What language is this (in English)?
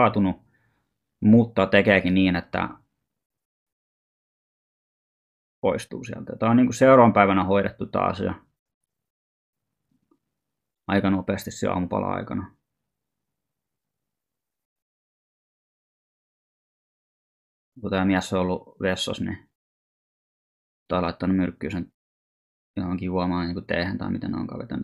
Finnish